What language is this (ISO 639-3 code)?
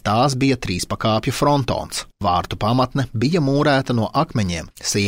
lav